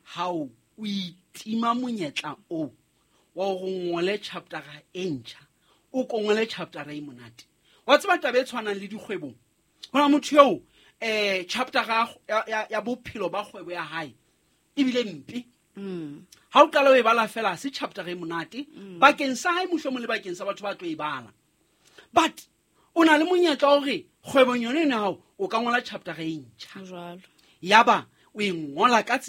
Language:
Southern Sotho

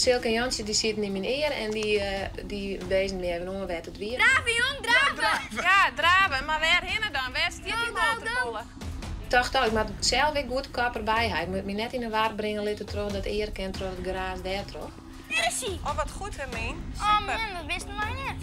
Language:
Western Frisian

